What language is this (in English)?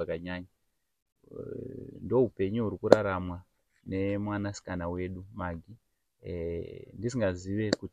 Shona